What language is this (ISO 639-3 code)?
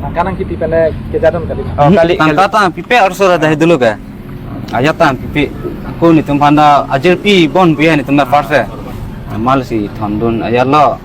mjw